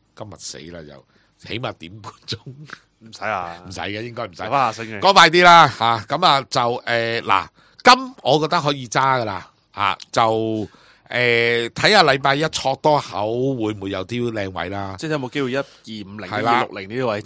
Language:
Cantonese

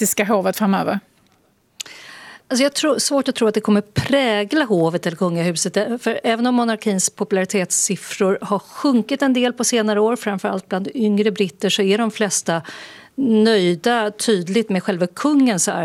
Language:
Swedish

